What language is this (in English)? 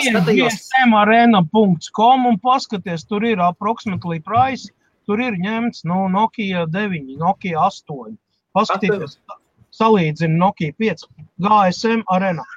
Latvian